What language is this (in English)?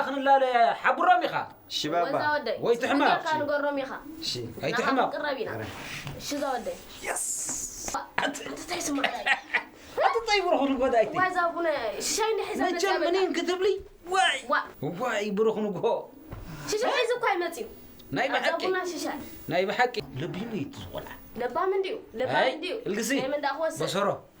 Tigrinya